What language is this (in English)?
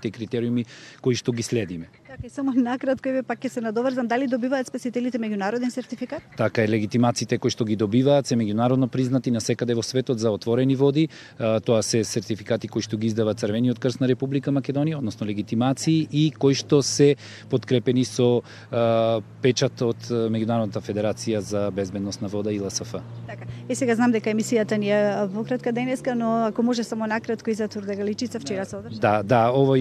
Macedonian